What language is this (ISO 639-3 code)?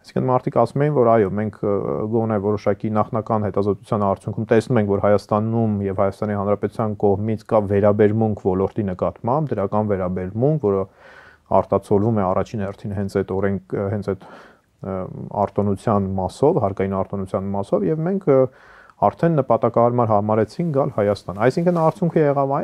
hye